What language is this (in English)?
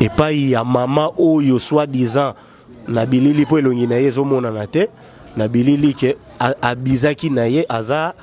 Lingala